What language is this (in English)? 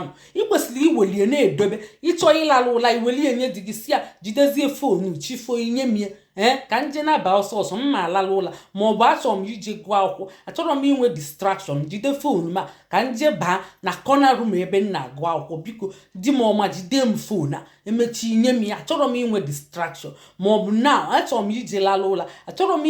Igbo